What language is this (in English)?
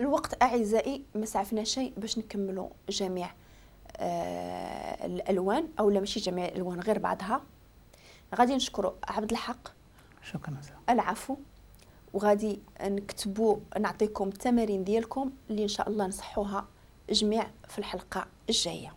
Moroccan Arabic